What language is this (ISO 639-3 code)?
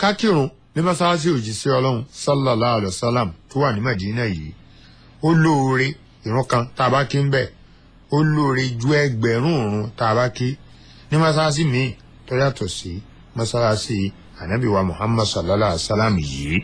yor